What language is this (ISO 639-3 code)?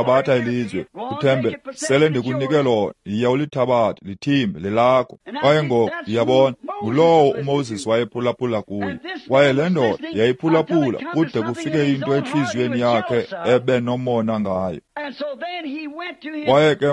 xho